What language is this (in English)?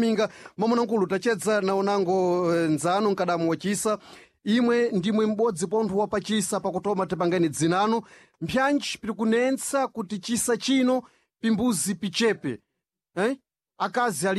Sena